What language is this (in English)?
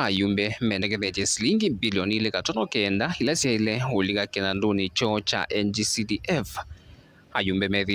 Kamba